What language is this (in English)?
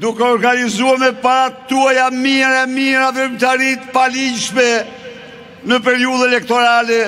Albanian